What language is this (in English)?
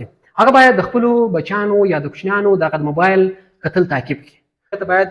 Pashto